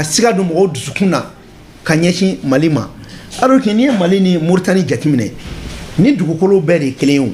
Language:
Bambara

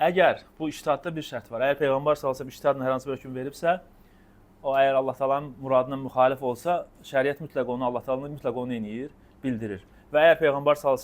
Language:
Azerbaijani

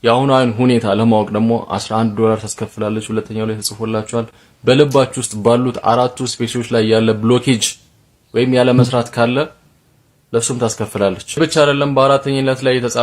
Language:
Amharic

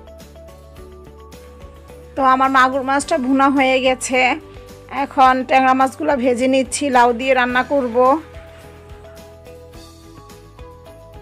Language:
Bangla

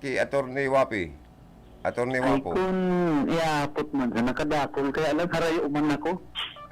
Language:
Bikol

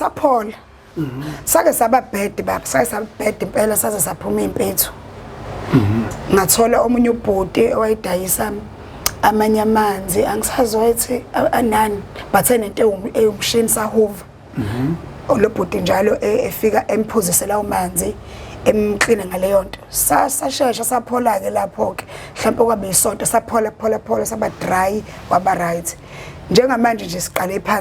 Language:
Zulu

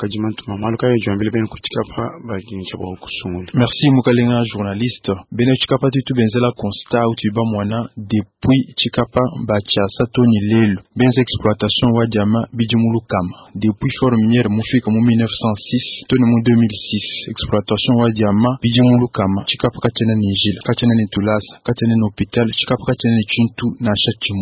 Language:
Luba-Lulua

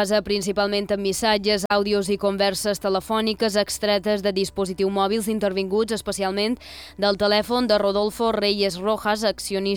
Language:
Catalan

